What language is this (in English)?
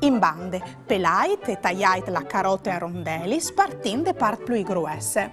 Friulian